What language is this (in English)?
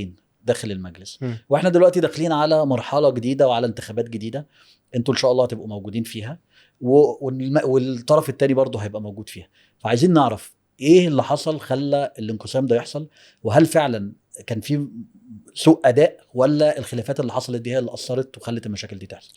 Egyptian Arabic